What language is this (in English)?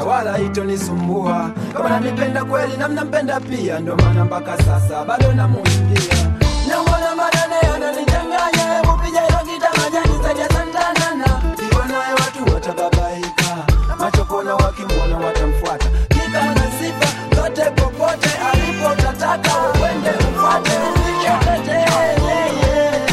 Swahili